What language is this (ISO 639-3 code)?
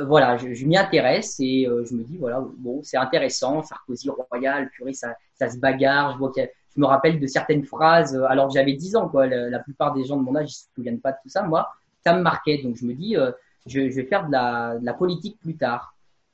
fra